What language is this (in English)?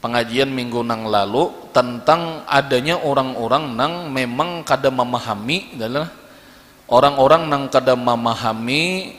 Banjar